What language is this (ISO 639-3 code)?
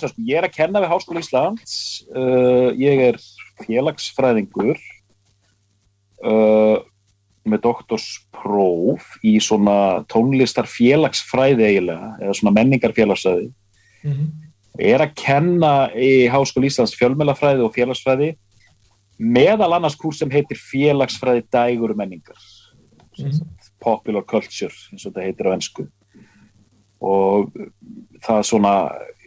isl